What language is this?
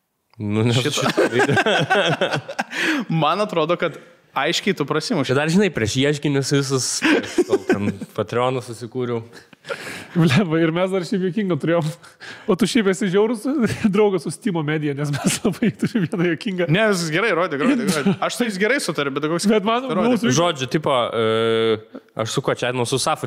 Lithuanian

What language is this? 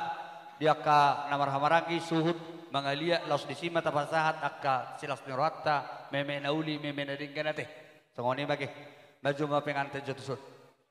Batak Toba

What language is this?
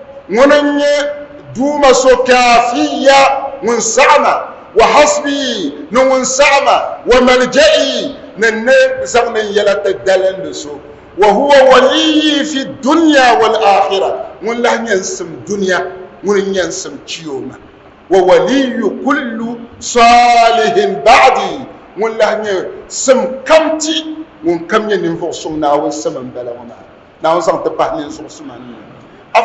Dagbani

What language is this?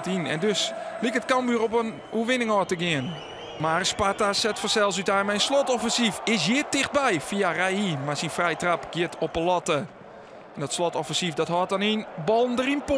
Western Frisian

